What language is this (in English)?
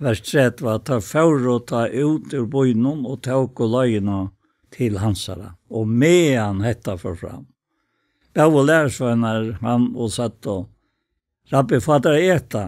Faroese